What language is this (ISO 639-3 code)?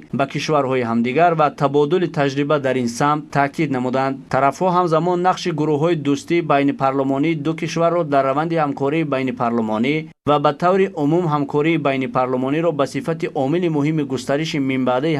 tgk